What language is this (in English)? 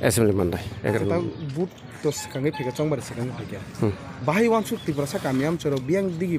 Kok Borok